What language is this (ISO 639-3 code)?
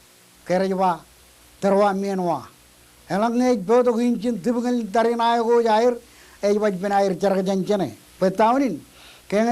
mah